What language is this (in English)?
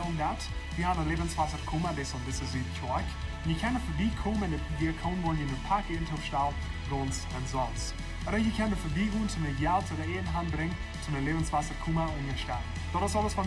Plautdietsch